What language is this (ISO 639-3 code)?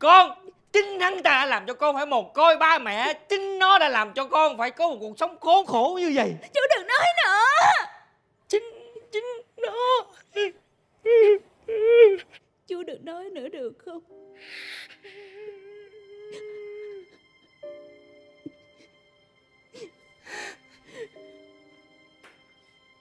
vie